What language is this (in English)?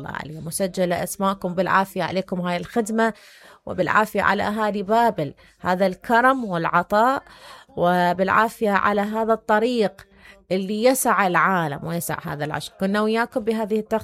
Mesopotamian Arabic